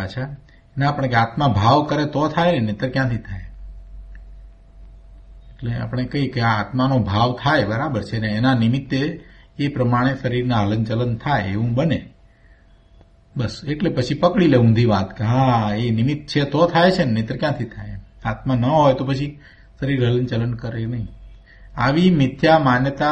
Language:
Gujarati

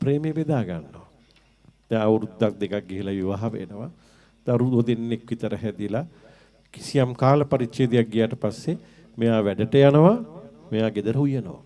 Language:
Sinhala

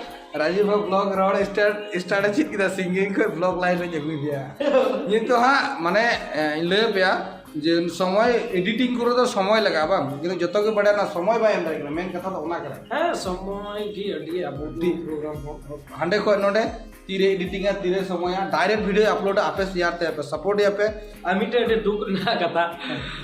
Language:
Santali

